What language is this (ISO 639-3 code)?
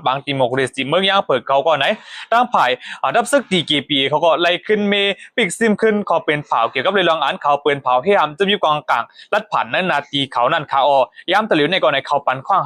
shn